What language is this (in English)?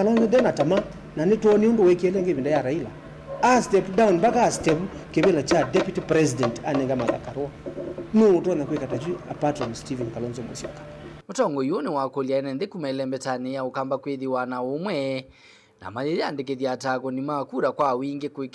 Kamba